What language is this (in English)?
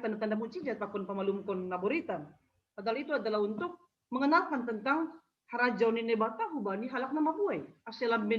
Batak Simalungun